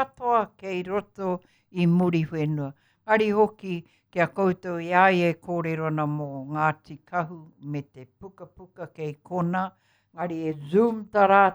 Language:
Māori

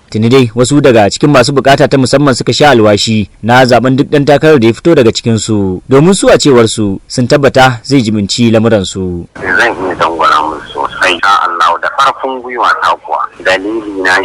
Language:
Hausa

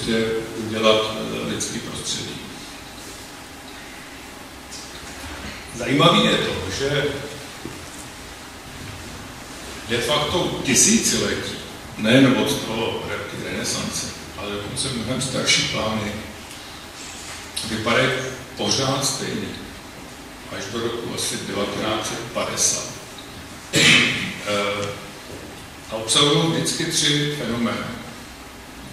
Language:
Czech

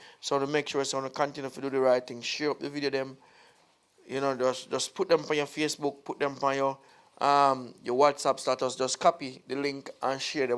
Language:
Jamaican Creole English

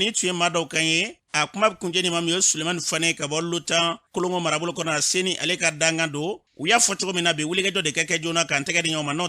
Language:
Bambara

